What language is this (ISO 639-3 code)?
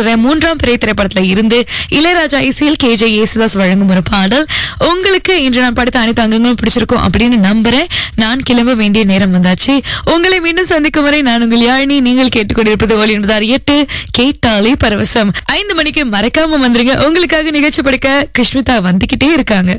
tam